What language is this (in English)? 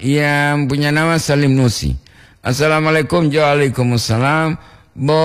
Gorontalo